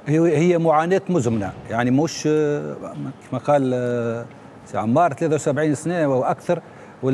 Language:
Tunisian Arabic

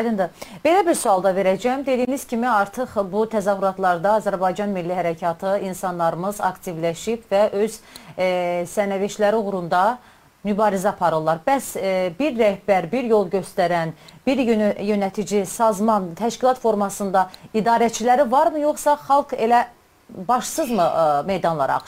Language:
South Azerbaijani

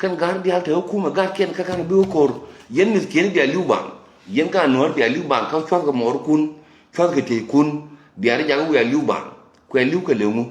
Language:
Nuer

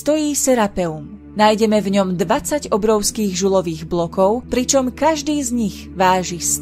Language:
Slovak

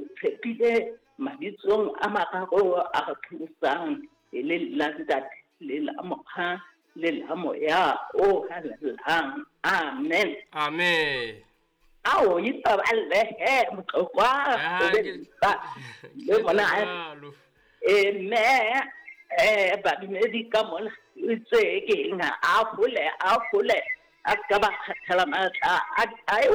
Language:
Southern Sotho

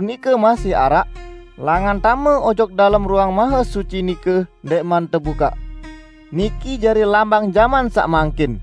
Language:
Sasak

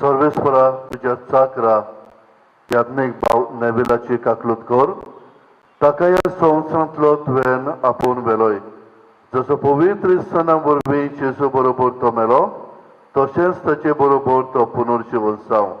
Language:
Konkani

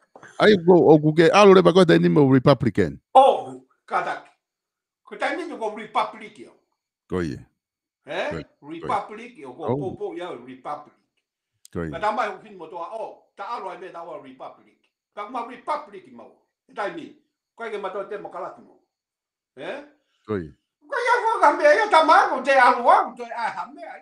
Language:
Tongan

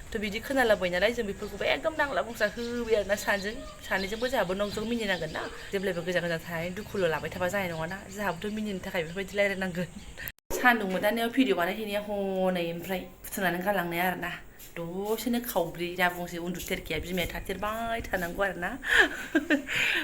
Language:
Bodo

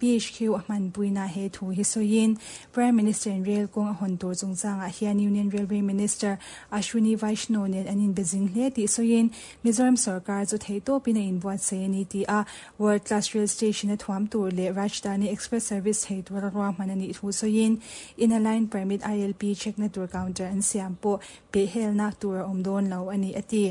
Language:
Mizo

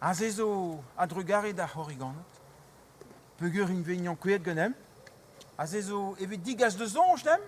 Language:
Breton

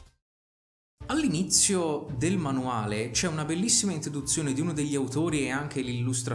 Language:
Italian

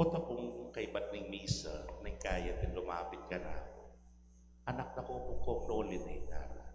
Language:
Pampanga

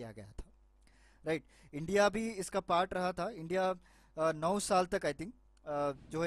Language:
Hindi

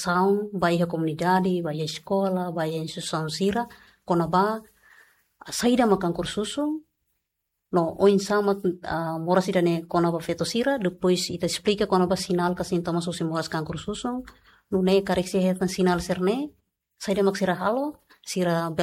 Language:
Tetum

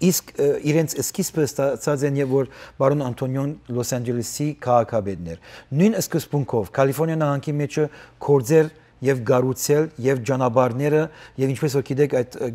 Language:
Western Armenian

